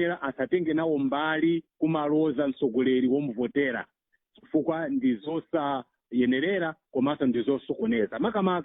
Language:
Nyanja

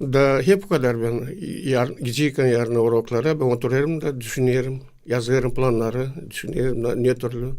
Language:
Gagauz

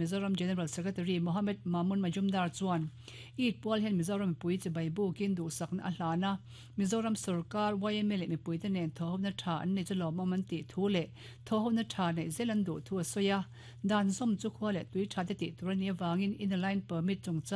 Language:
Mizo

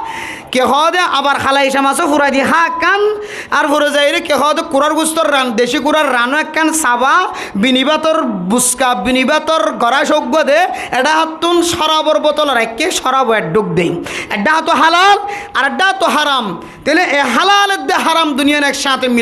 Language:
Rohingya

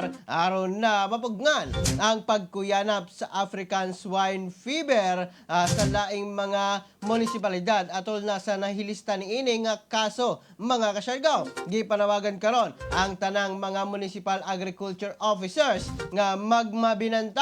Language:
Cebuano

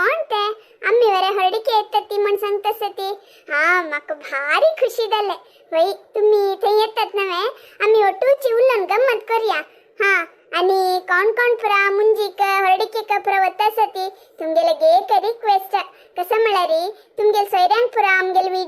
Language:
Konkani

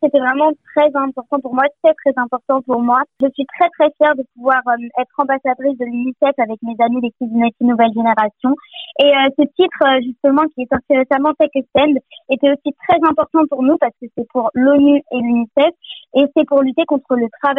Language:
French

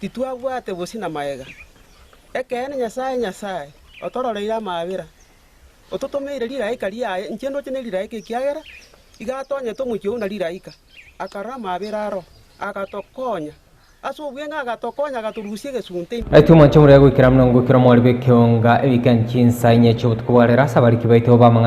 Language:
Gusii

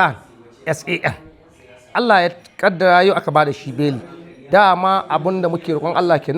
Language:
Hausa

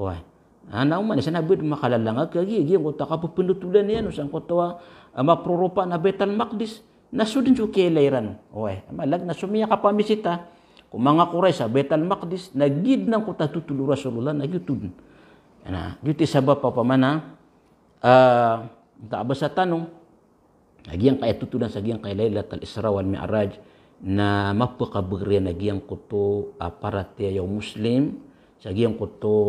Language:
Maranao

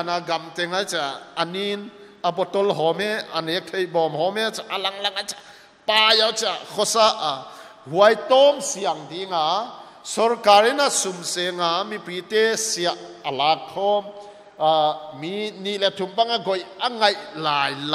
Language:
Paite Chin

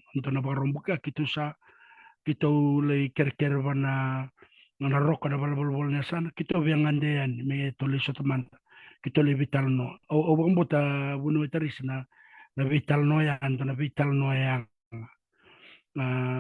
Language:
Fijian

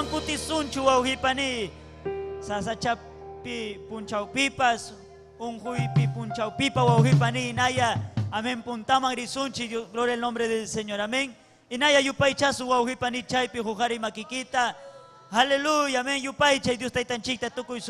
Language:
Ayacucho Quechua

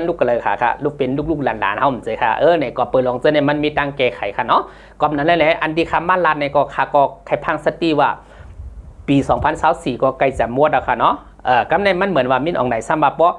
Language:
Shan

